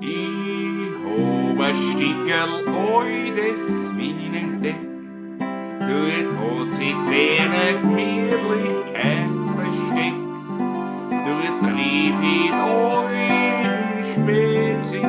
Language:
Bavarian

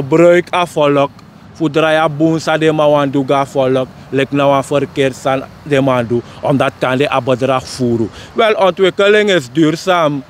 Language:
Sranan Tongo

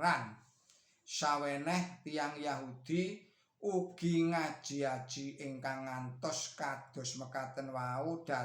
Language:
Javanese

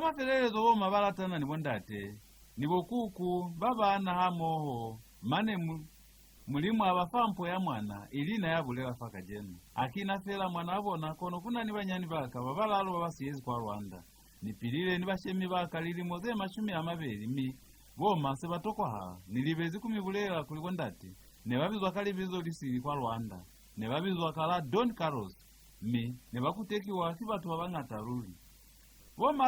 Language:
Lozi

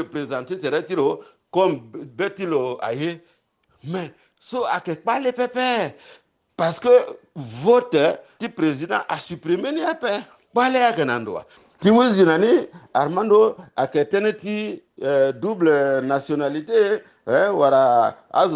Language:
Sango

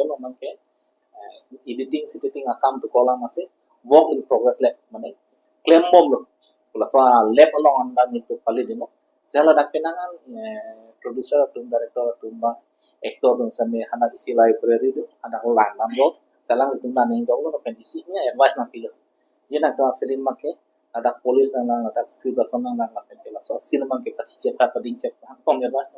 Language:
Karbi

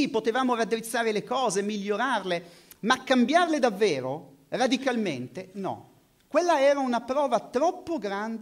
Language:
Italian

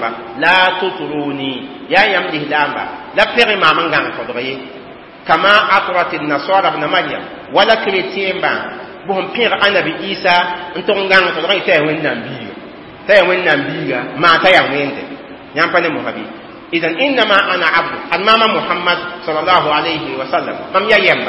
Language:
Mossi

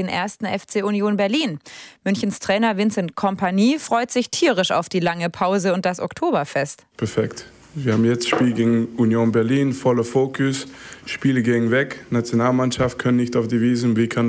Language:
German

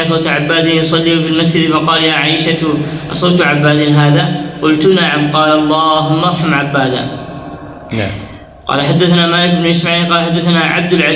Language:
Arabic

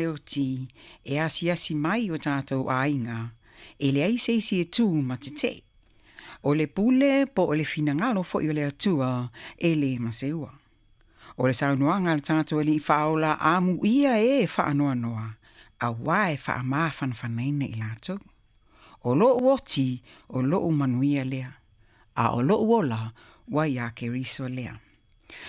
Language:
Samoan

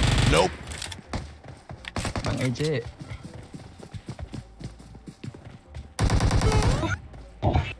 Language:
Indonesian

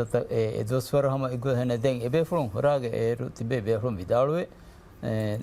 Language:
Divehi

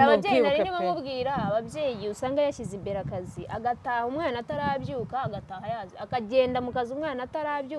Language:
Kinyarwanda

